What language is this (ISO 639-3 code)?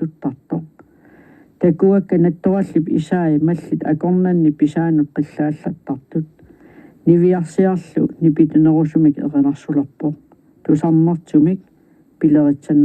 kal